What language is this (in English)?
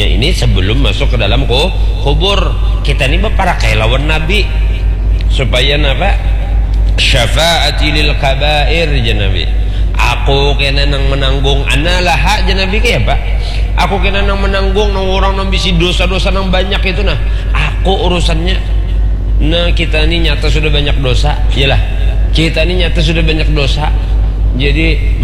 Banjar